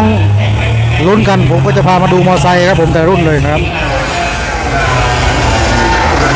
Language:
Thai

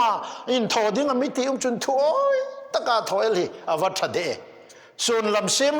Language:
Hmar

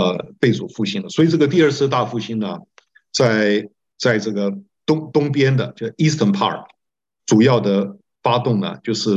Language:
Chinese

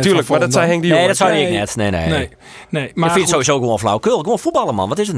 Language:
Western Frisian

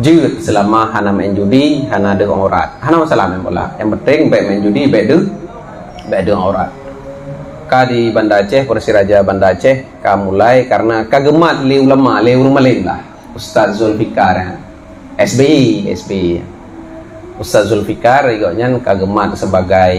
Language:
Achinese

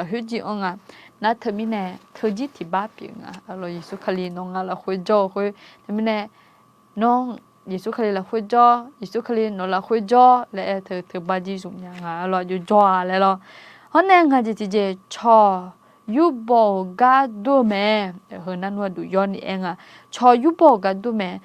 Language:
Akha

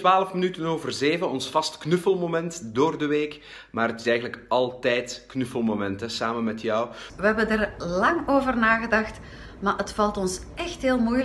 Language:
Dutch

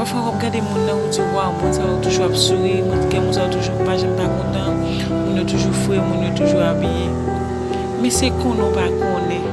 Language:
Haitian Creole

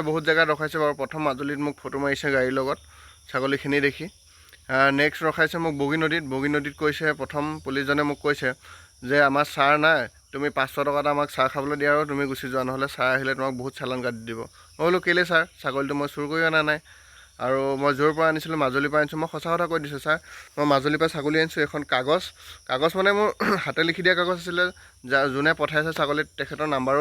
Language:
Assamese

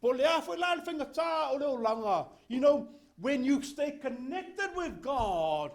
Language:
Samoan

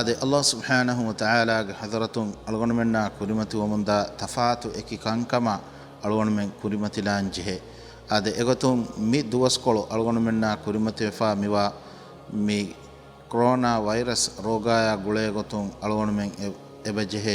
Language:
Divehi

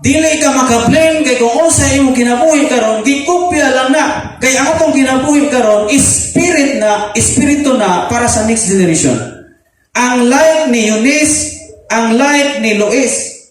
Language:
Cebuano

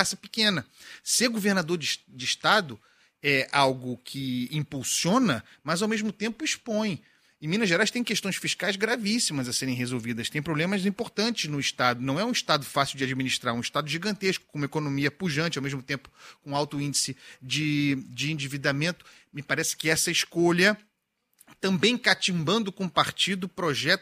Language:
Portuguese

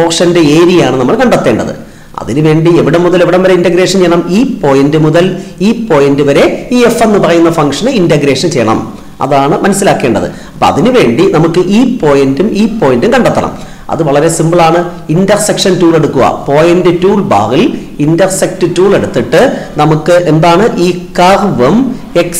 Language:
Malayalam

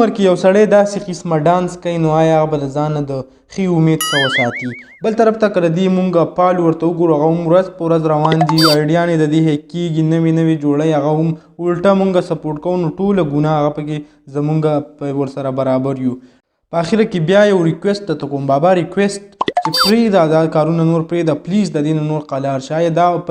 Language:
Pashto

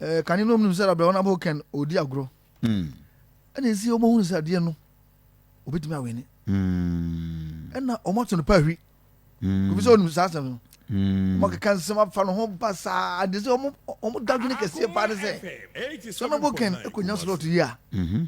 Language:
Akan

